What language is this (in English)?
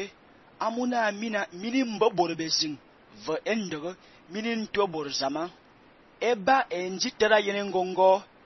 Fang